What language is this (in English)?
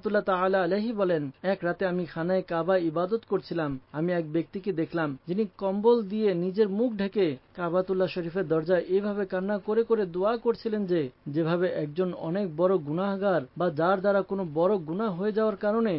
Bangla